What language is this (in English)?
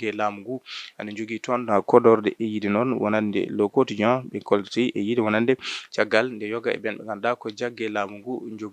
Fula